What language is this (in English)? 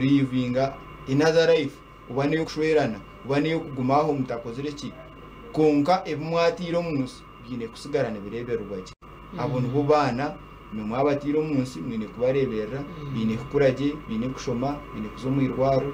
Nyankole